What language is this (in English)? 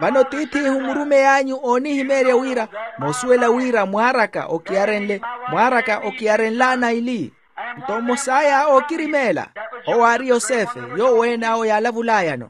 Makhuwa